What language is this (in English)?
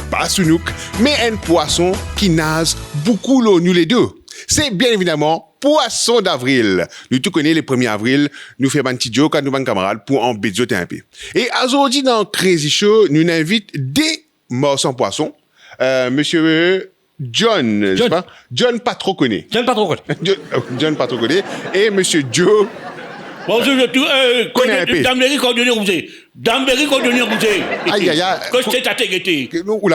Morisyen